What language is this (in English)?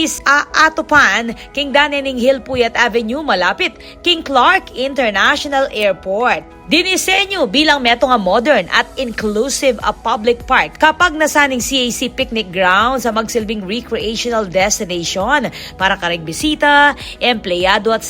Pampanga